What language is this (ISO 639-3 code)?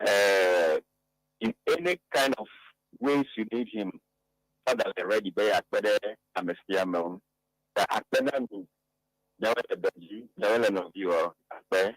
ewe